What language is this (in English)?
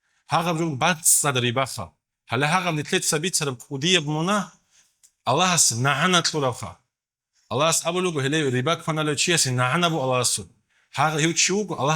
Avaric